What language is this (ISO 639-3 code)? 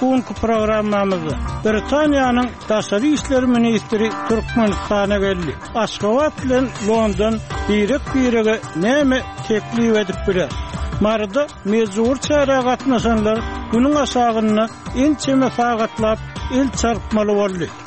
tuk